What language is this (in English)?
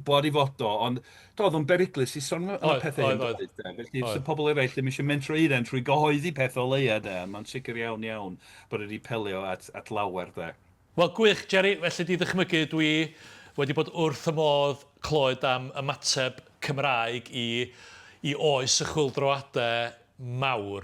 Welsh